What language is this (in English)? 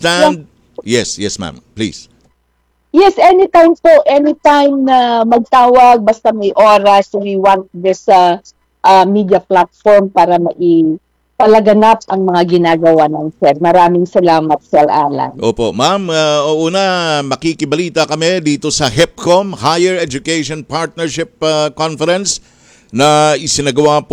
Filipino